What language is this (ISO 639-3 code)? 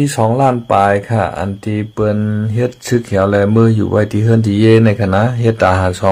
shn